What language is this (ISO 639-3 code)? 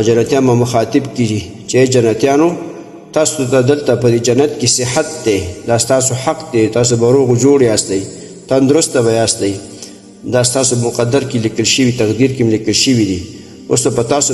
pus